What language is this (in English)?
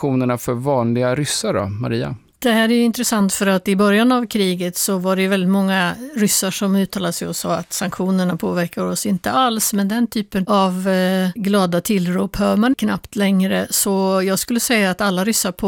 Swedish